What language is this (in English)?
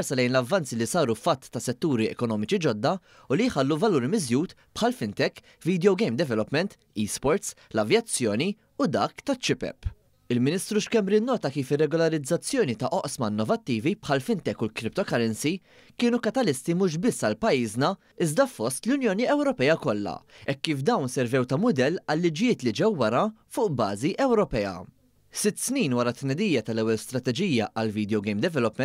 Maltese